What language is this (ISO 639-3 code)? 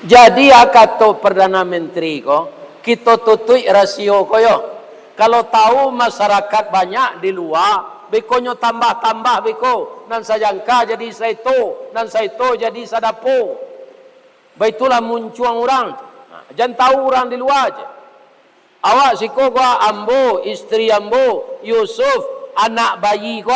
min